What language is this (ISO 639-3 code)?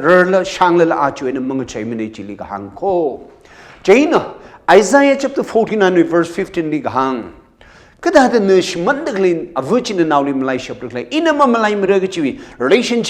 nmf